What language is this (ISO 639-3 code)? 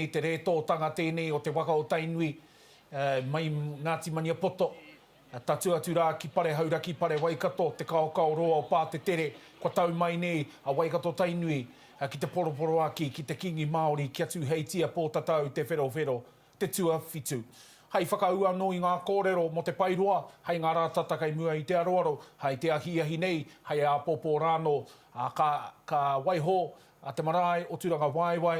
mri